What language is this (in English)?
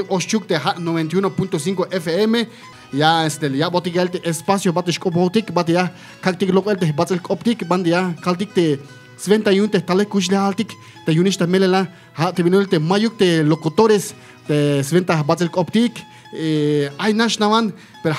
Tzeltal